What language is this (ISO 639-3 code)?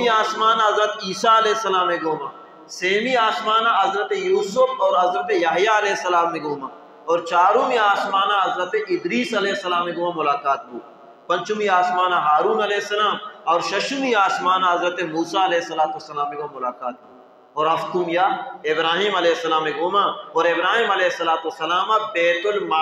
bal